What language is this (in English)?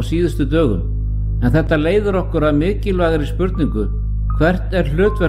Icelandic